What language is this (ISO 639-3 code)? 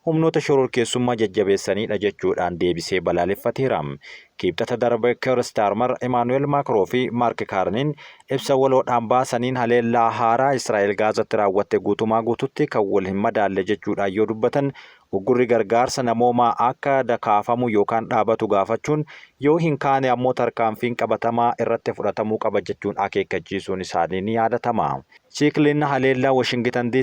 orm